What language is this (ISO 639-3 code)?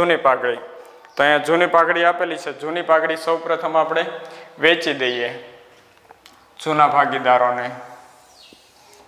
guj